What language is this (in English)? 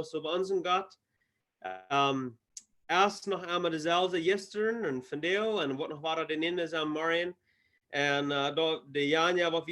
Plautdietsch